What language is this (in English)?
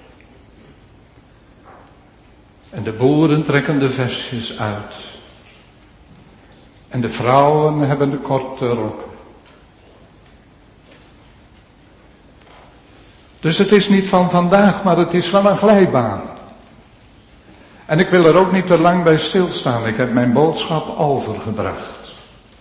Dutch